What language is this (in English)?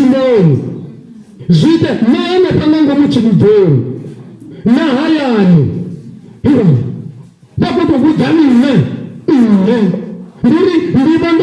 Venda